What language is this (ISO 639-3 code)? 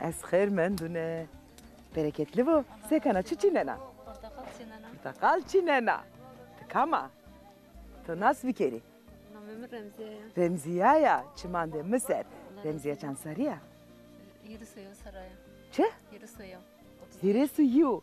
zza